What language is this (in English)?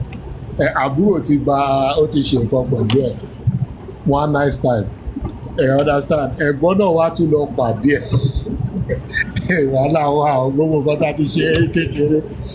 Yoruba